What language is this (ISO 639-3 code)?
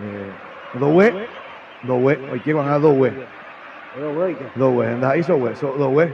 grn